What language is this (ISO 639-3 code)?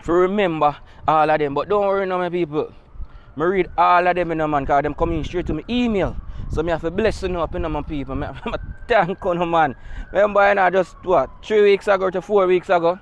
jam